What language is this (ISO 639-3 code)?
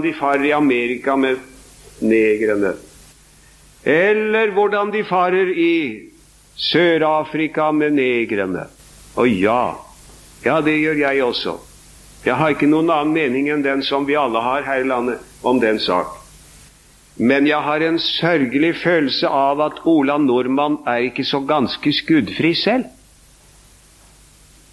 nor